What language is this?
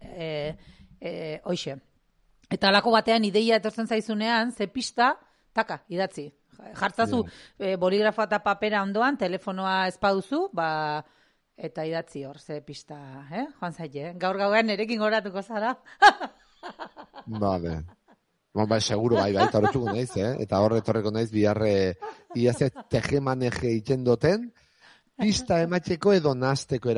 Basque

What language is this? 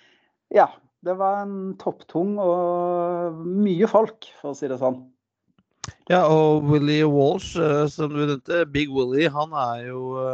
Norwegian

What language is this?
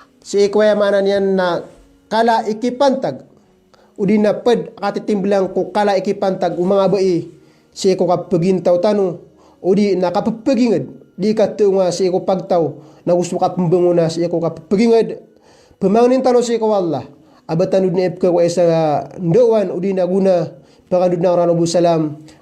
Maranao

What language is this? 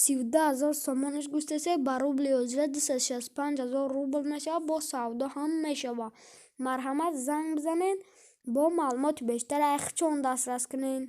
Tajik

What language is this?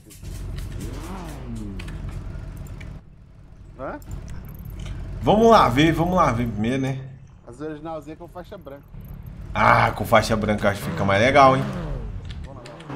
Portuguese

